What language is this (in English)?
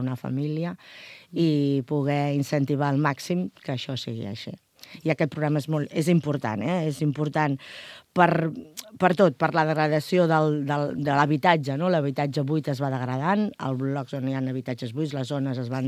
Catalan